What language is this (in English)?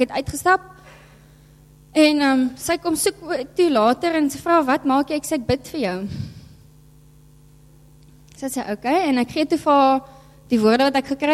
Afrikaans